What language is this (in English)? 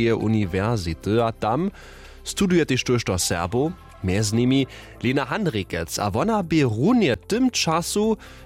Upper Sorbian